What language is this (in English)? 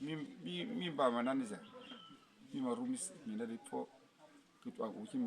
Uduk